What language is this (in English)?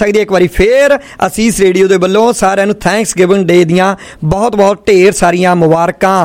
Punjabi